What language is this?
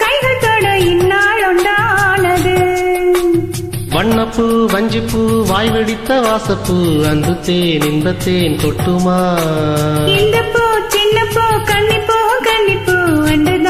Tamil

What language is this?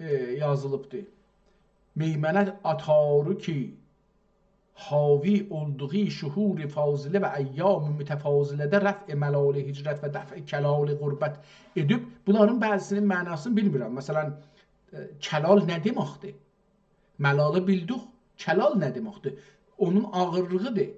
South Azerbaijani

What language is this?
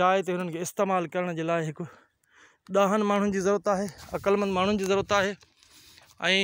Sindhi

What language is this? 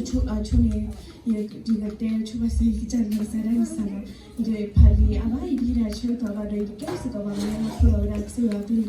S'gaw Karen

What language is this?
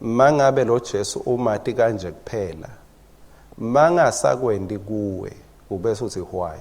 Swati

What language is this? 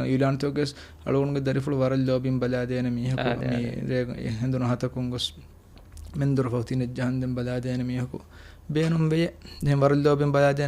Divehi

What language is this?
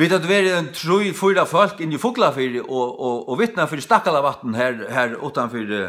Faroese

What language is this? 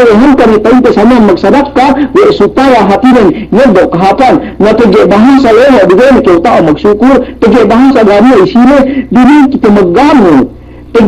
Yakan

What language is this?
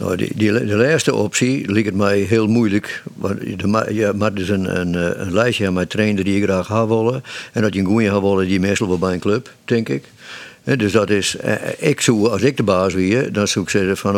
Western Frisian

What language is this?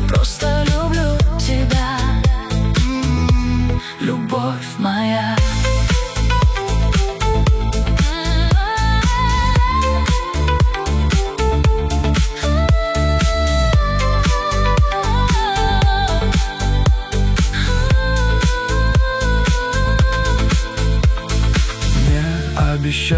Russian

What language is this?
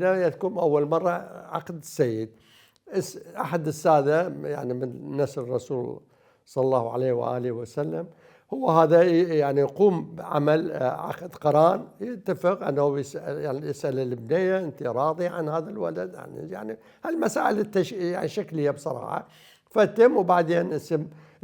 Mesopotamian Arabic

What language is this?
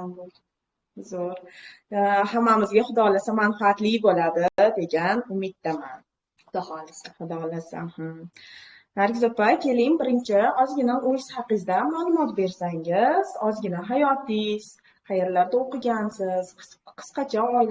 Uzbek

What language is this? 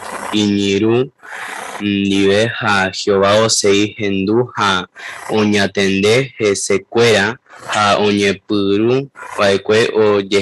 Guarani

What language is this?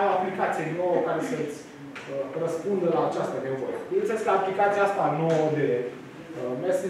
Romanian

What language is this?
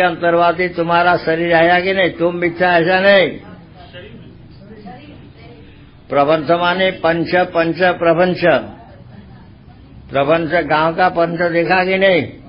Hindi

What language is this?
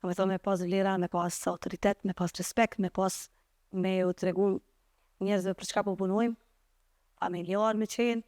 Albanian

